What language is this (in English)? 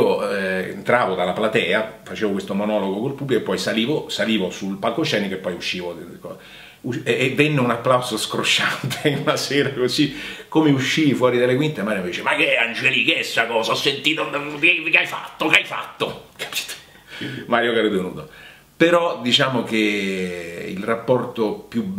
Italian